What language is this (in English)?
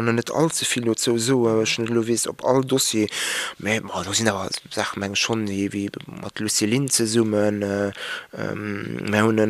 Luxembourgish